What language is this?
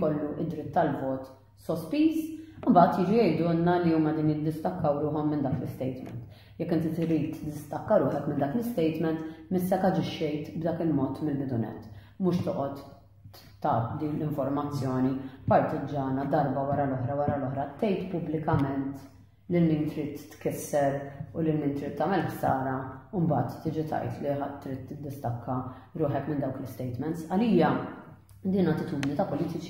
Maltese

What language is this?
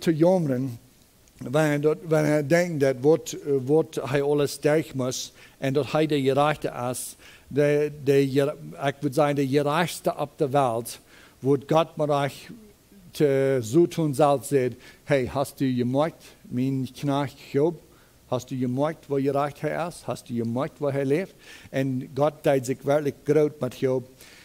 Plautdietsch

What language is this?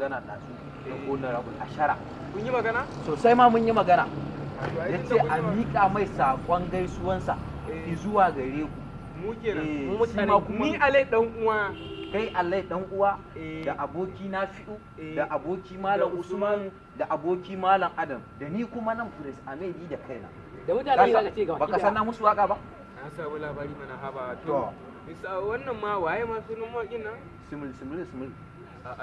Hausa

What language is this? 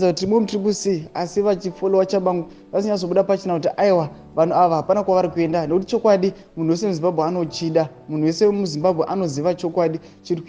Shona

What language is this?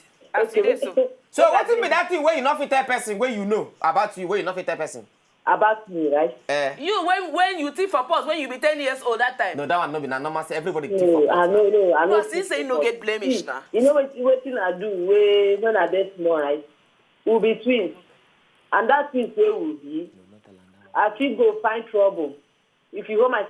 Nigerian Pidgin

